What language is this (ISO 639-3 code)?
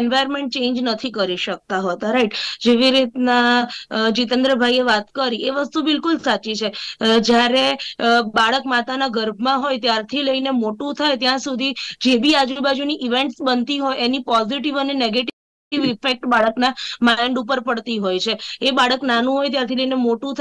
guj